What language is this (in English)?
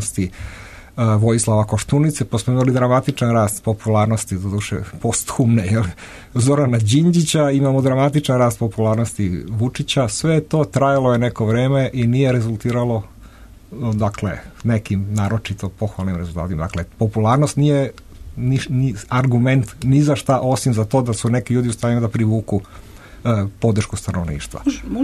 Serbian